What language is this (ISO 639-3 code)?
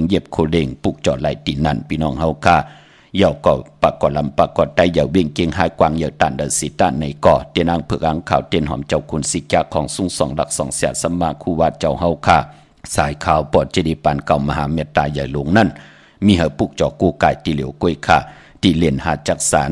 shn